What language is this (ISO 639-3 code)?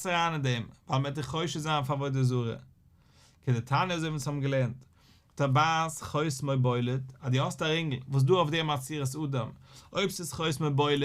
yid